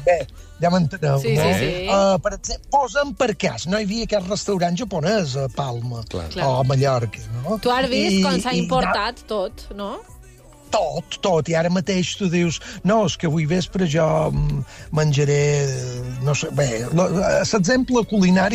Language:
Catalan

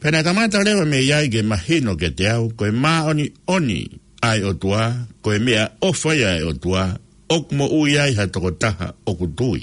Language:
Tongan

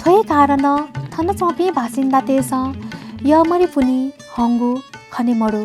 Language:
Newari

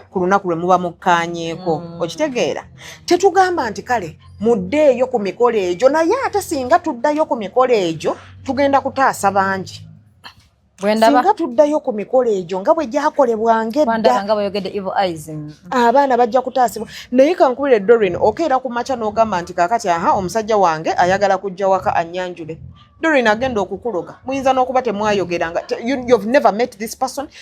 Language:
Ganda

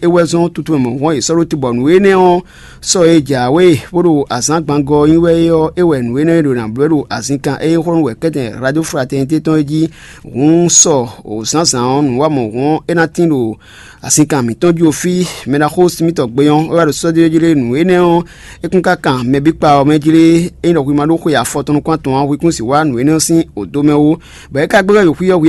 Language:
Fon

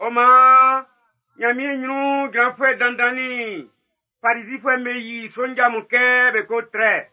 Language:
Baoulé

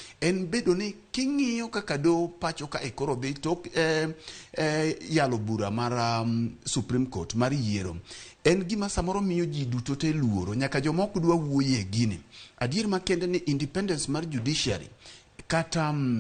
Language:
Luo (Kenya and Tanzania)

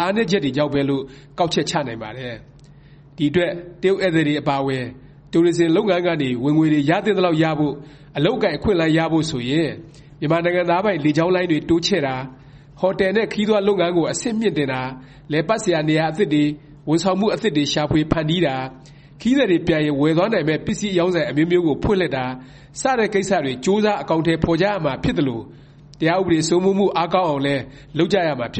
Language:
Burmese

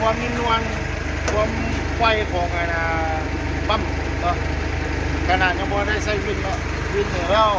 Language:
Lao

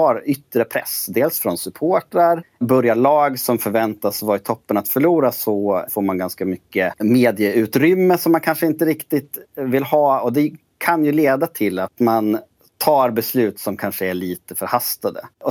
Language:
Swedish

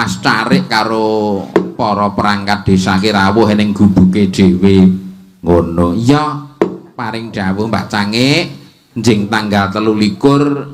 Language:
Javanese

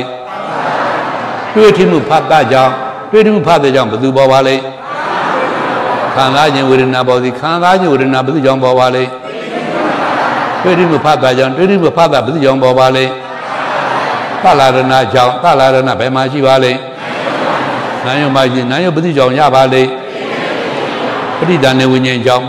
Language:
Burmese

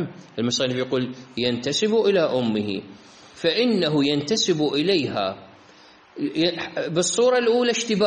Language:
Arabic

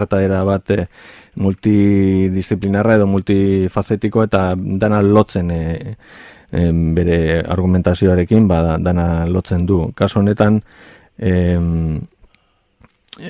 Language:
Basque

